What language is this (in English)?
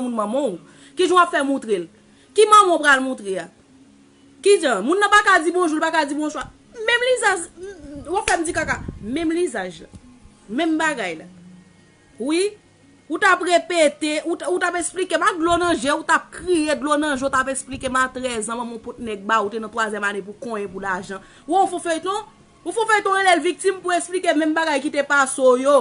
Haitian Creole